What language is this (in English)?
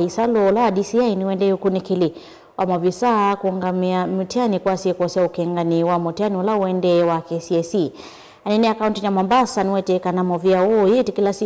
Kamba